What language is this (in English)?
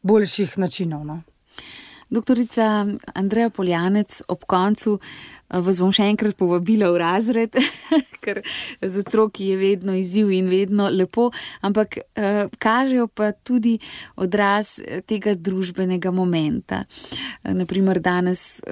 Slovenian